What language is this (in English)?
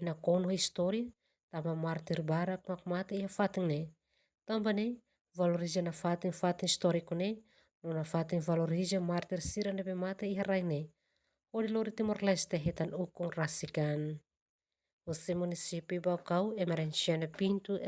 Tetum